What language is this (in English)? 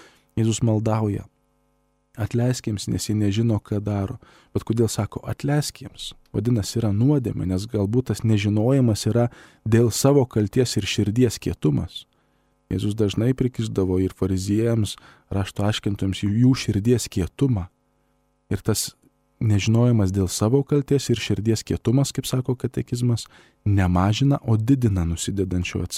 Lithuanian